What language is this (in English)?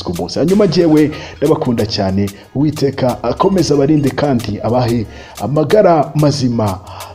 Kinyarwanda